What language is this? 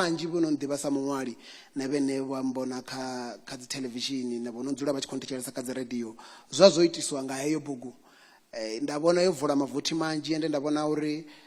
Venda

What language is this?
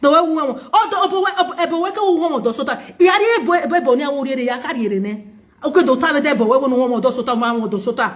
Nigerian Pidgin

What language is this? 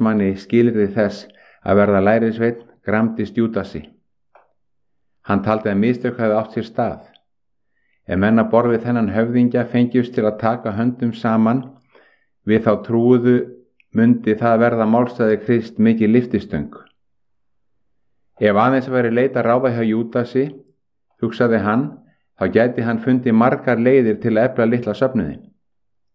Icelandic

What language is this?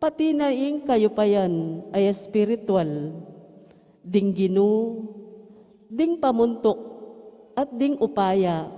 Pampanga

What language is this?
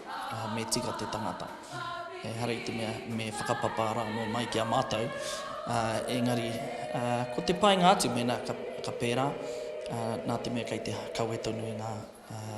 Māori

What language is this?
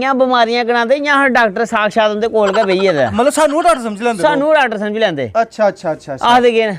Dogri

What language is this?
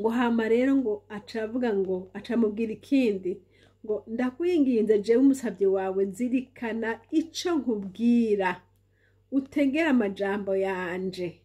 Rundi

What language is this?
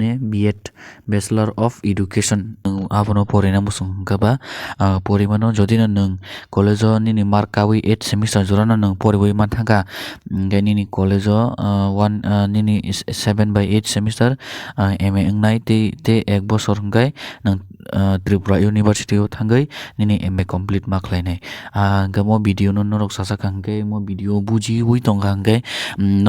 Kok Borok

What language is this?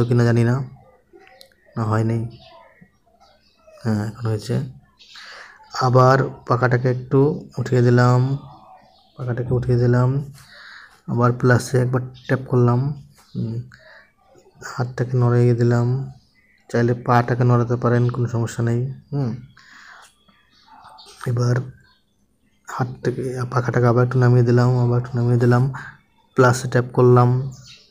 Bangla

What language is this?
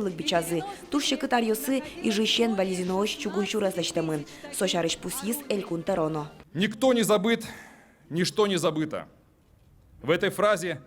Udmurt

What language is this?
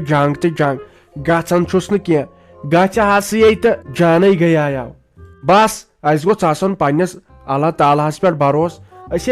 Kashmiri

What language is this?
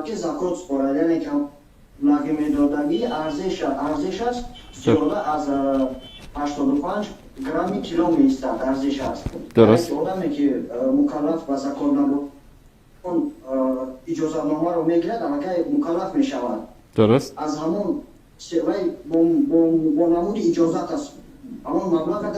Persian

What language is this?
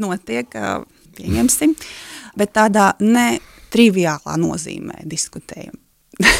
Latvian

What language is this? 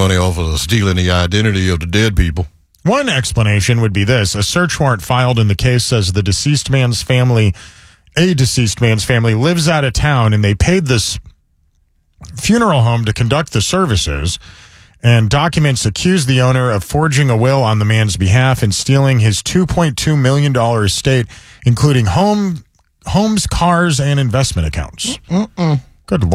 English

